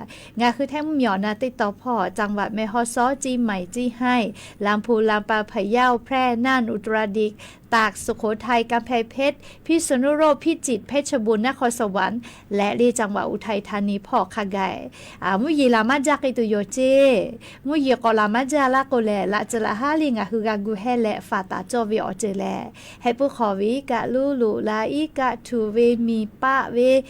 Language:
Lahu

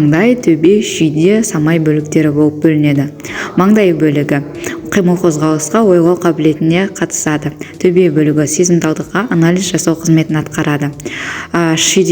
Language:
Kazakh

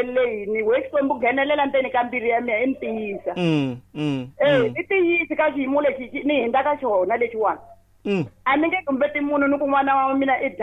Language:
Tsonga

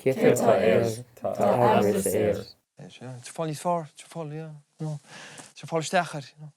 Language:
Irish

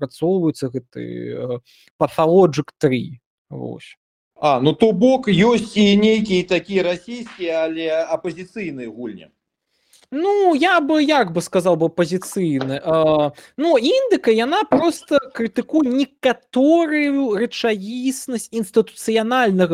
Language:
Belarusian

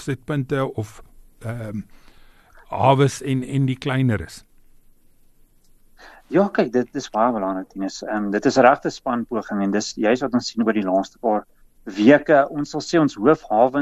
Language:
Afrikaans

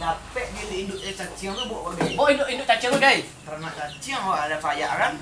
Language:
Minangkabau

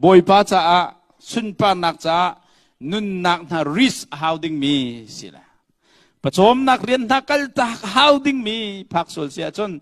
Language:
Hakha Chin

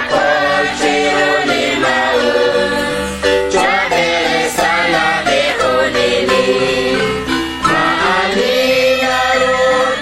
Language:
Kekchí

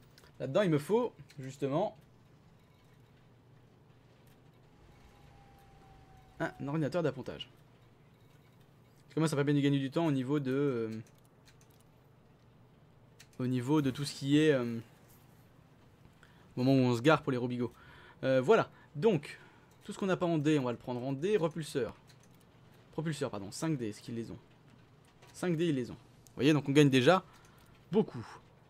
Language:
French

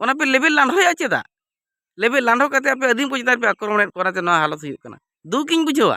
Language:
Santali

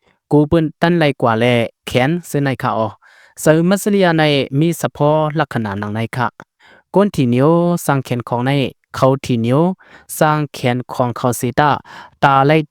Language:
Shan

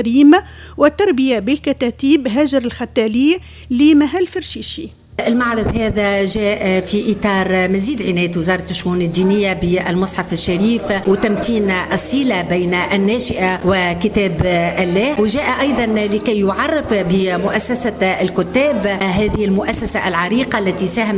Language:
Tunisian Arabic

